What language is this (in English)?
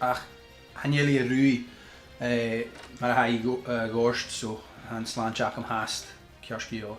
Scottish Gaelic